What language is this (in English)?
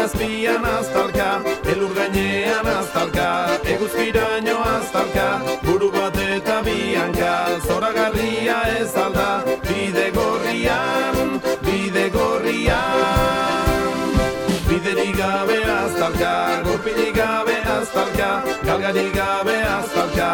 Basque